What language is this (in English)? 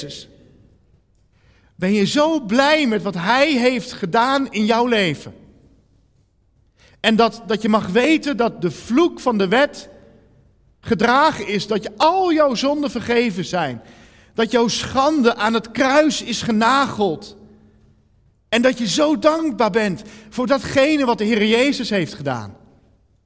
Dutch